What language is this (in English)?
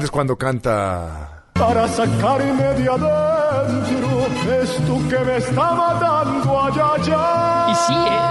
Spanish